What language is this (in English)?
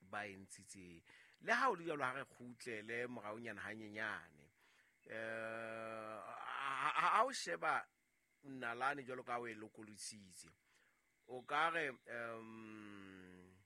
Southern Sotho